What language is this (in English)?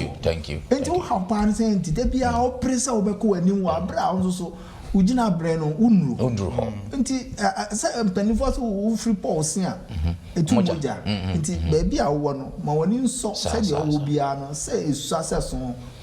Akan